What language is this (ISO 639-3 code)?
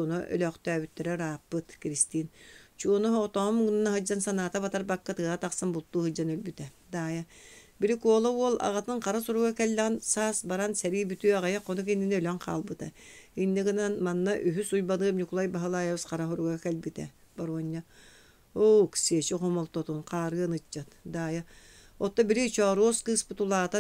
sah